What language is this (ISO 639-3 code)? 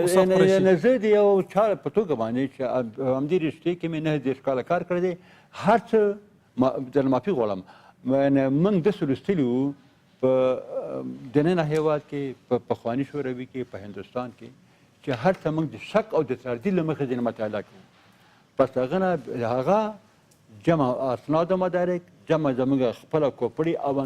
pus